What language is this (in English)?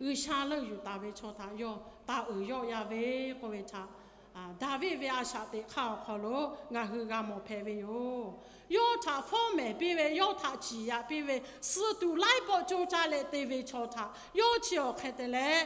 Lahu